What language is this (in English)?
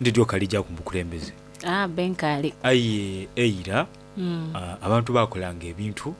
Soga